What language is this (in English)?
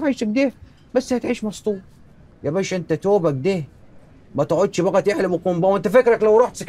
Egyptian Arabic